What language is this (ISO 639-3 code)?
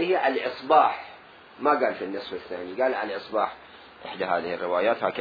acm